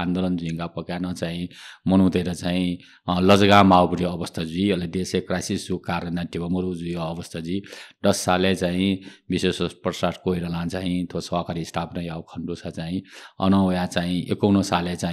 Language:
Newari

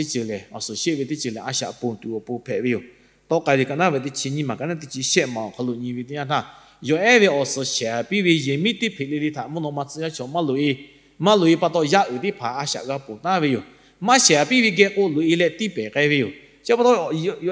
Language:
Lahu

